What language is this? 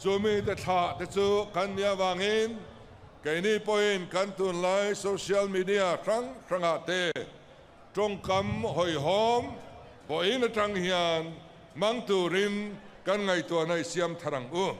Mizo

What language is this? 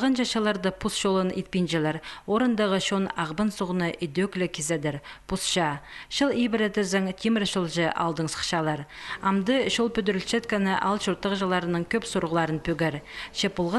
Khakas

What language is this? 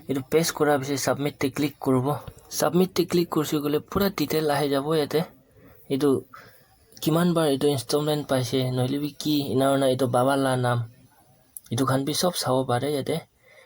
Naga Pidgin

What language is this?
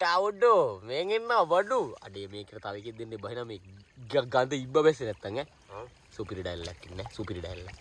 Sinhala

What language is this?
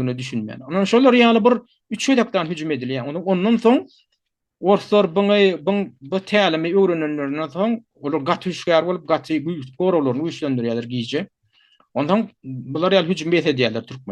Turkmen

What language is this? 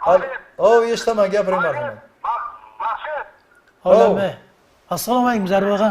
Kara-Kalpak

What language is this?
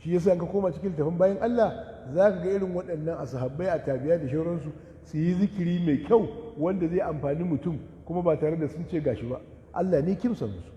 Hausa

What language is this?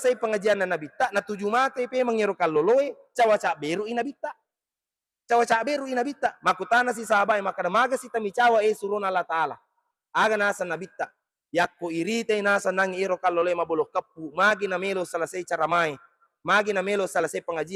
Buginese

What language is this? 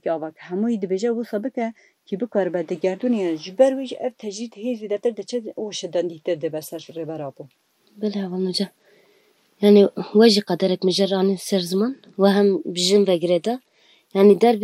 Kurdish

